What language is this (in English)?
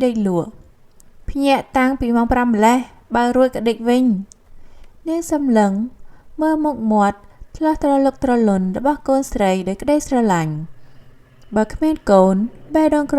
Khmer